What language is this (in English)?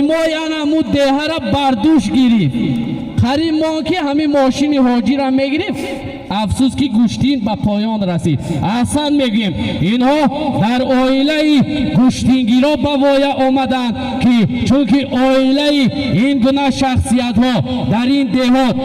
Tajik